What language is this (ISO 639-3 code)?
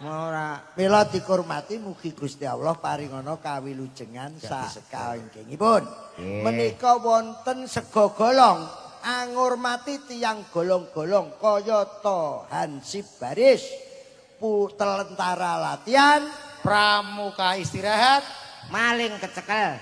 jav